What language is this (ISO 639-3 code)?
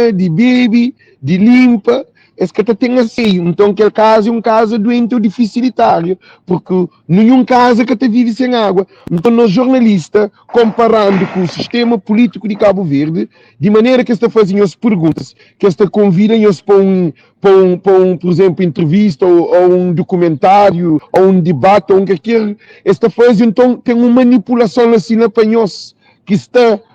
kea